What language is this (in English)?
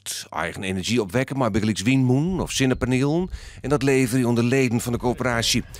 Western Frisian